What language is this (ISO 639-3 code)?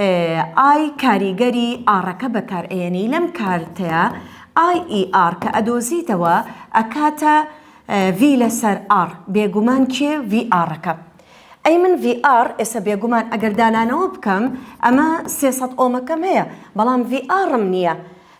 ckb